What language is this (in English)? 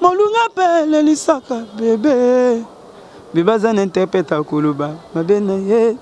Lingala